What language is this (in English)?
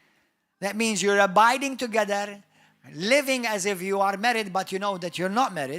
English